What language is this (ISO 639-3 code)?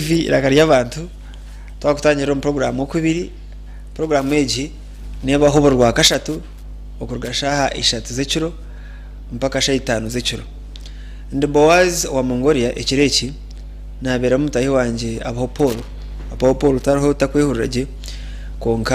nyn